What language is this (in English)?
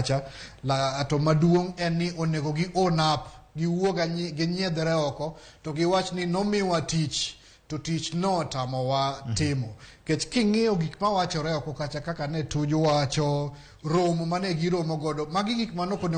Luo (Kenya and Tanzania)